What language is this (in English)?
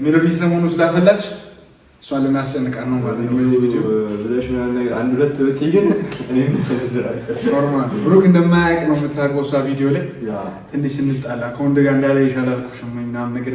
Amharic